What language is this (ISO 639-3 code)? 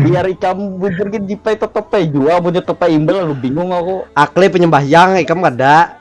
bjn